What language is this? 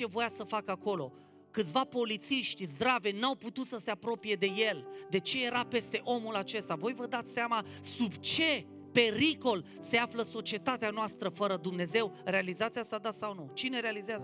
Romanian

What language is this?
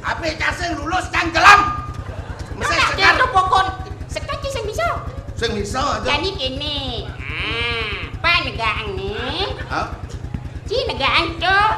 Balinese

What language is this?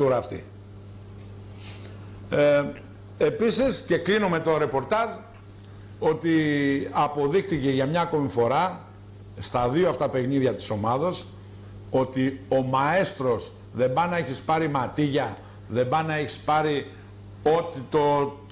Greek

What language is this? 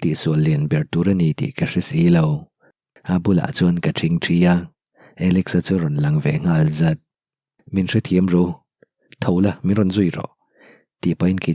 Mizo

